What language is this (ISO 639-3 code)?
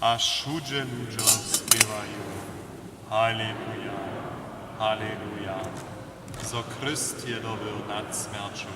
hsb